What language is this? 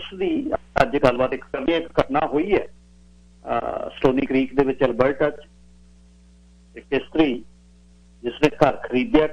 Punjabi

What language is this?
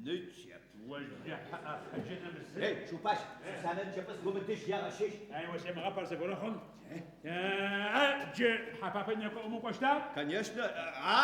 Adyghe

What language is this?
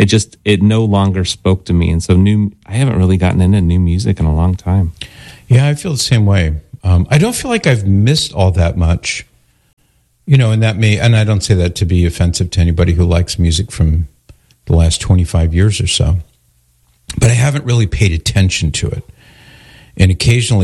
English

